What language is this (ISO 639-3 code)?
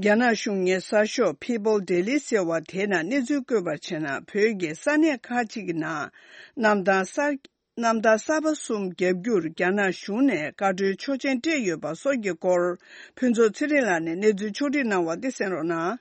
bod